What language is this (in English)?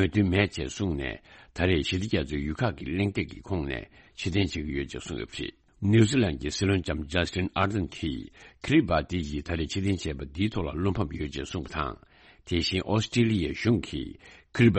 Tibetan